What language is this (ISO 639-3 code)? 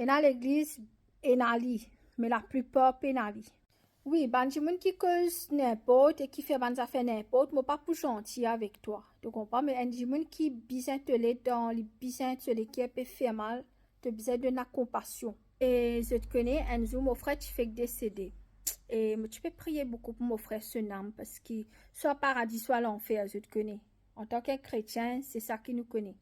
mfe